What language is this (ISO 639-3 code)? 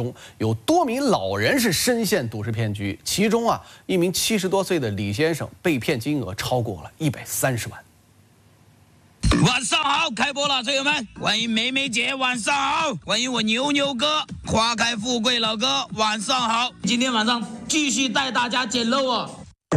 zho